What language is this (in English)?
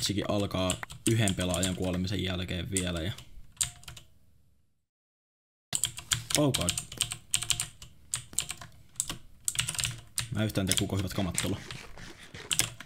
Finnish